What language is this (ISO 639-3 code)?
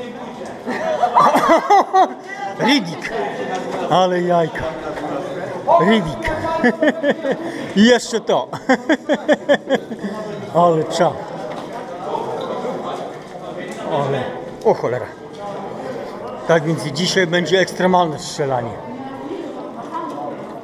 pol